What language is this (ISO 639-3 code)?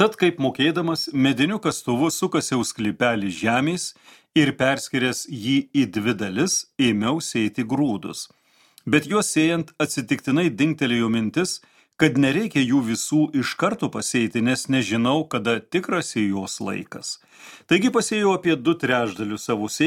lit